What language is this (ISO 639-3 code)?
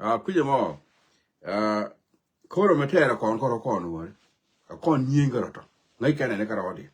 nus